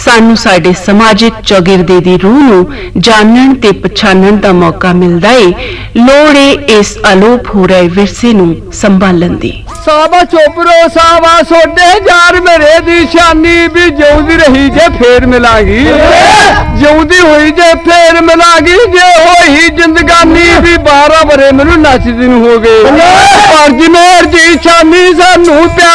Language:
Punjabi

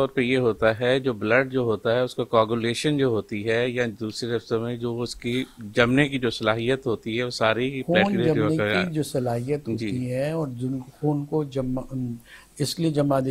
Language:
Urdu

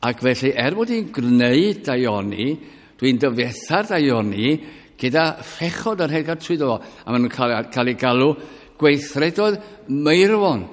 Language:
Welsh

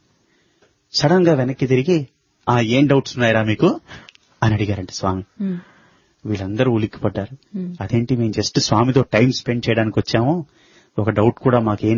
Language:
Telugu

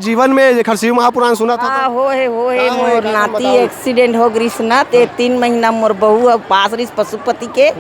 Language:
Chhattisgarhi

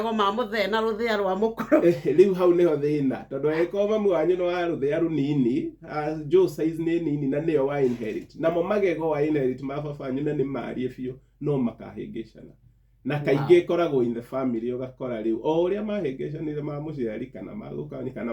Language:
Kikuyu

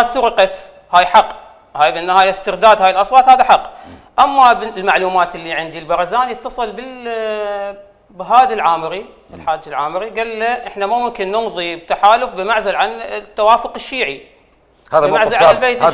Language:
Mesopotamian Arabic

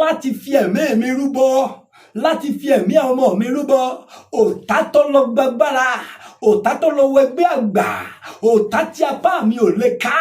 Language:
Yoruba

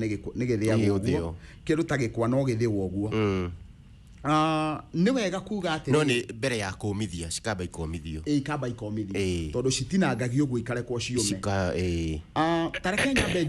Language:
Kikuyu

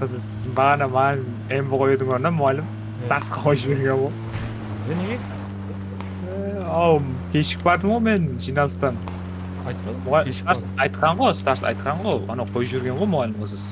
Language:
Kara-Kalpak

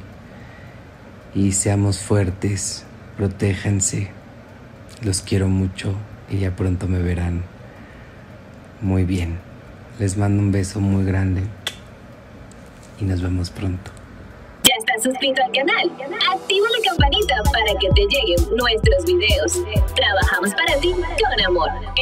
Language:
Spanish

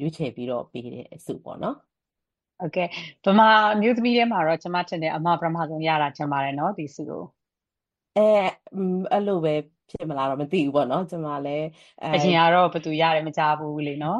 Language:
Burmese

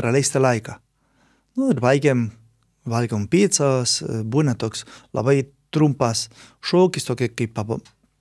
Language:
Lithuanian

